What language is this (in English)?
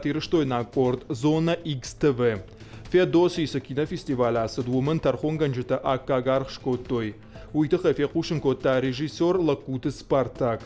Ossetic